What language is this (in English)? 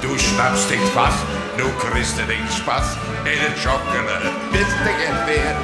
Limburgish